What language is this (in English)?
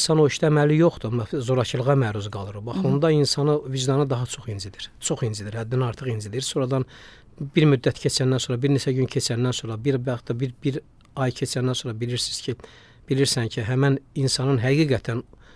Azerbaijani